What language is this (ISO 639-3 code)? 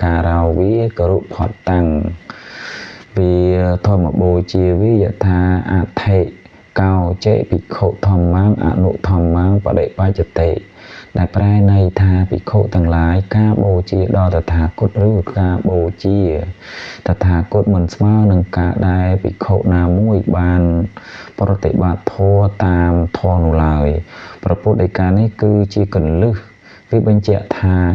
khm